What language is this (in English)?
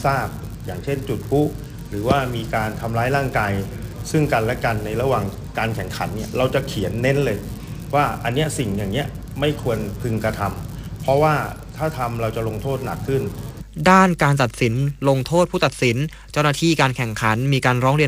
Thai